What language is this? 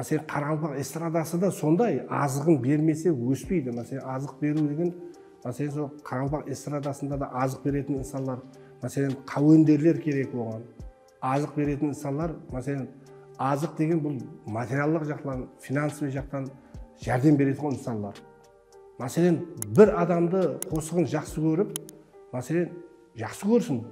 Kara-Kalpak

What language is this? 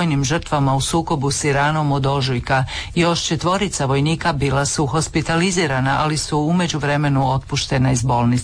Croatian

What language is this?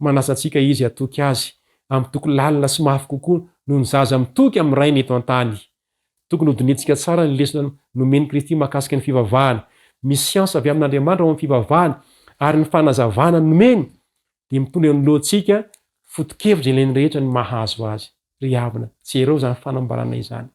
Malagasy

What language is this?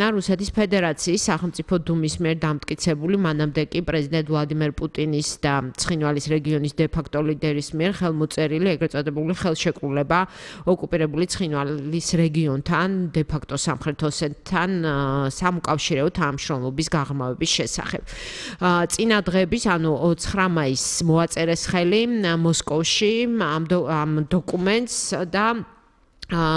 Georgian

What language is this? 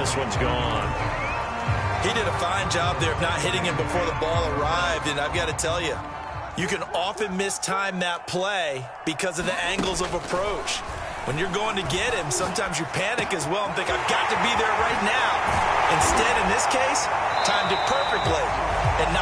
English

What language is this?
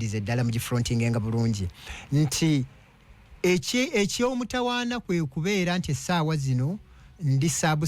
Ganda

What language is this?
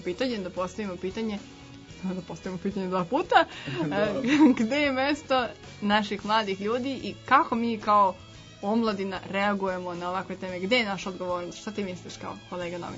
Serbian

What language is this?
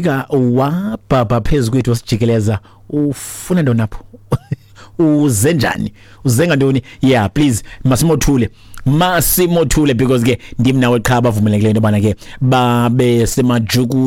Xhosa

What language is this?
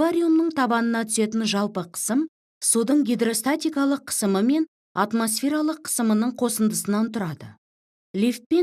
Kazakh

